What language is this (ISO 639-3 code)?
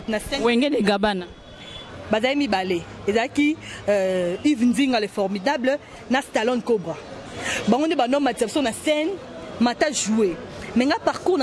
lin